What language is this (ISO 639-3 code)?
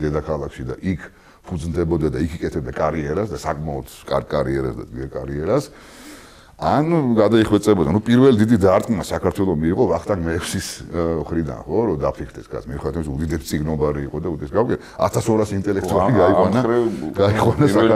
kat